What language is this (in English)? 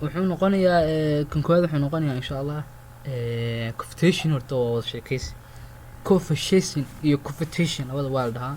Somali